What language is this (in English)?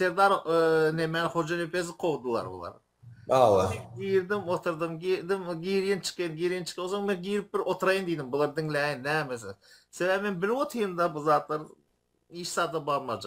Turkmen